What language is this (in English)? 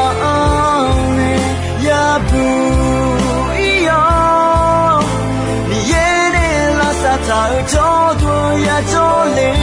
Akha